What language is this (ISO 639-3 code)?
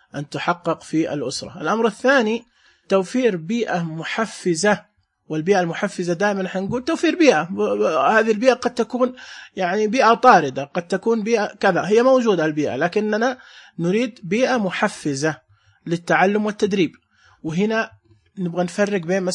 ars